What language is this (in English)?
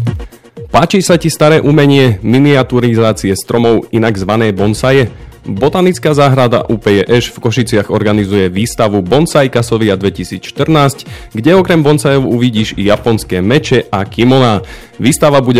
Slovak